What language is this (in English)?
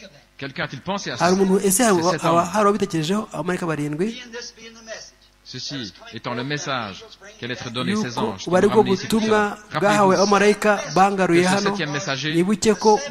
Kinyarwanda